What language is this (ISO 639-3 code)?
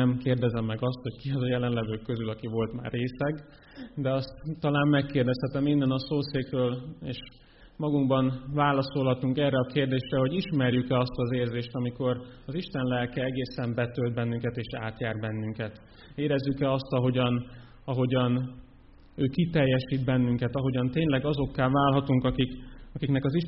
hun